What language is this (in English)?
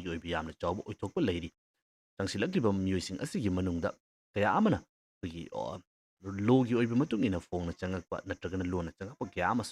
Manipuri